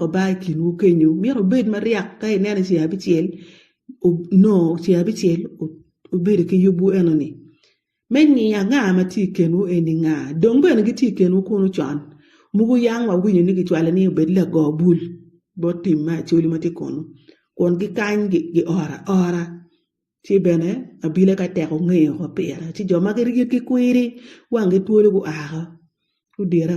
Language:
Acoli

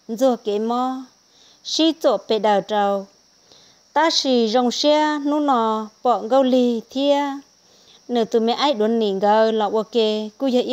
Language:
Hmong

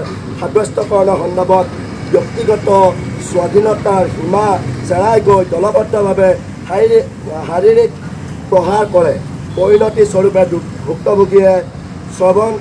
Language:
Assamese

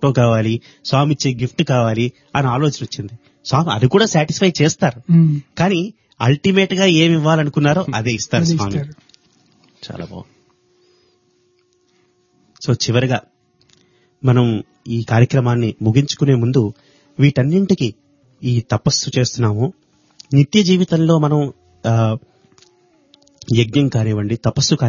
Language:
Telugu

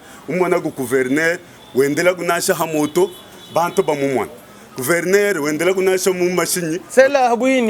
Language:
Luba-Lulua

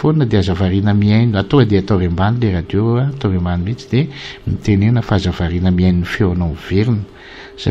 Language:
Malagasy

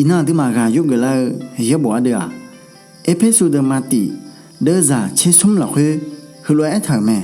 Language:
Akha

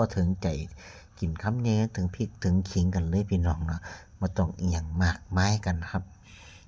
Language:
Northeastern Thai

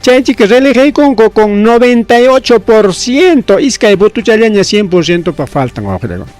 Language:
Ayacucho Quechua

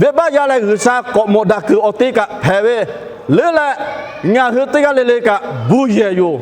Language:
Lahu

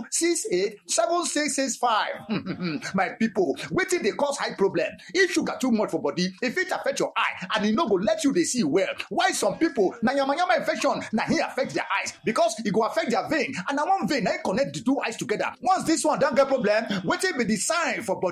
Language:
Nigerian Pidgin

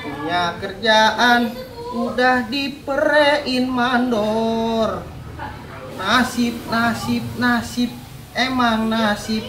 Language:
Betawi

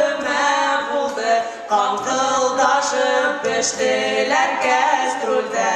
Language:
Bashkir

